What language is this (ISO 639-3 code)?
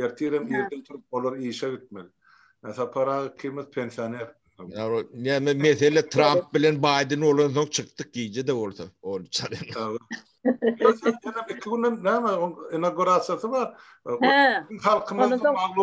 tuk